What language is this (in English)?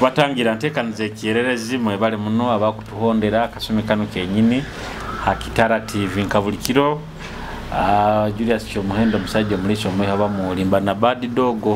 Nyoro